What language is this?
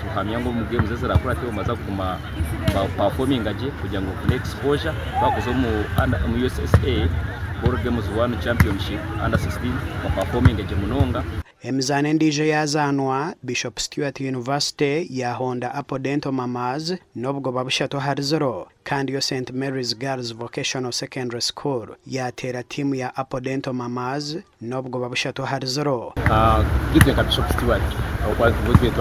Nyankole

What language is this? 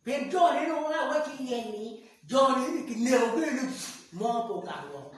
Acoli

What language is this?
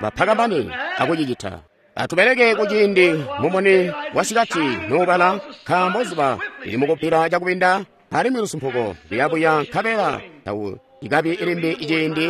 Tonga (Zambia)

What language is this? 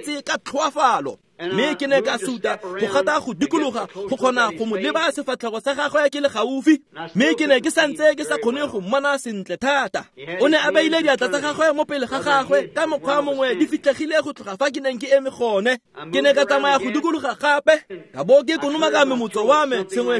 Tswana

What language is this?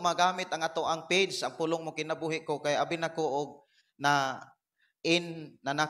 Cebuano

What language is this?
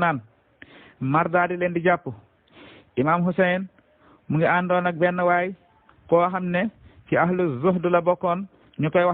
Wolof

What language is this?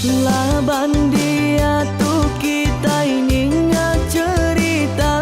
Iban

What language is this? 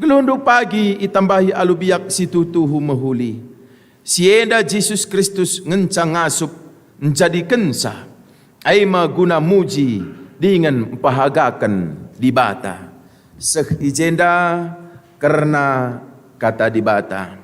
Batak Karo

